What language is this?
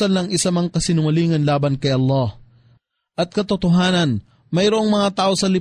Filipino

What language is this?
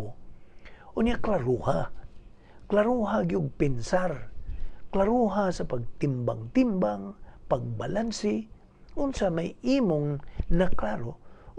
Cebuano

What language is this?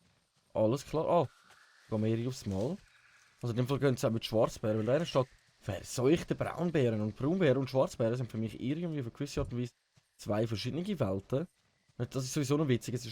Swiss German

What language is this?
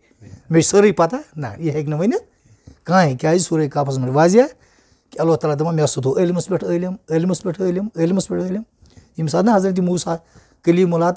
Kashmiri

